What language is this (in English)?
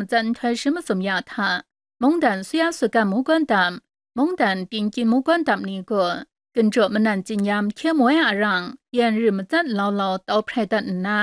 Kachin